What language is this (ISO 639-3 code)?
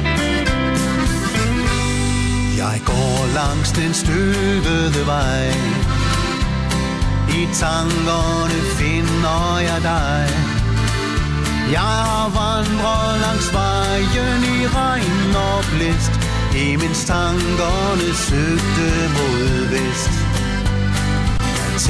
dan